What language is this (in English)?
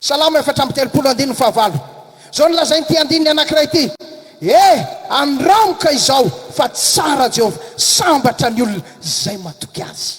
Malagasy